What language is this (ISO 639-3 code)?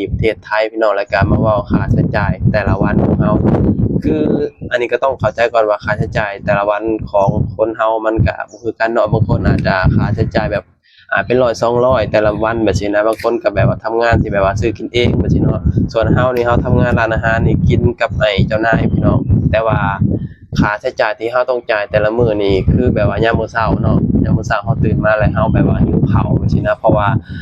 lao